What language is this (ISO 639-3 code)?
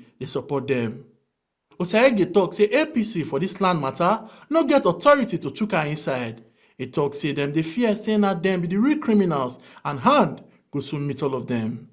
pcm